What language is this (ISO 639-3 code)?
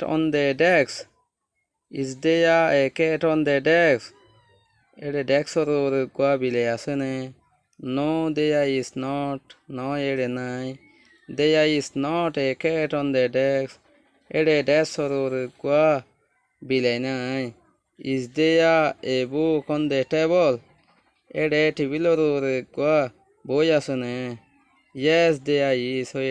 rhg